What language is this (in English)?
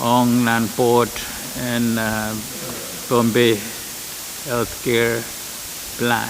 Pohnpeian